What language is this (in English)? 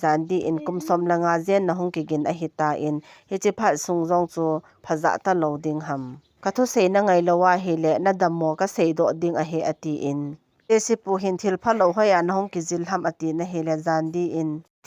Thado Chin